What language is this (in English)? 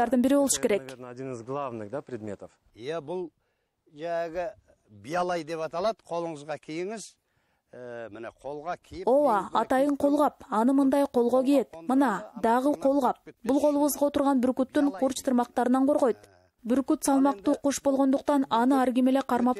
Kyrgyz